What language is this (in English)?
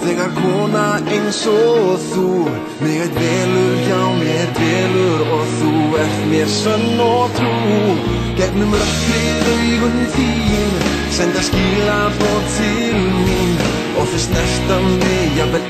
Icelandic